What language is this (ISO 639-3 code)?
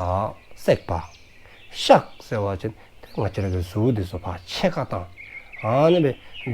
dzo